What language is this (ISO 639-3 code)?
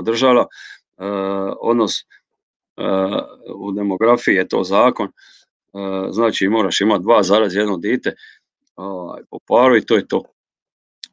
hrv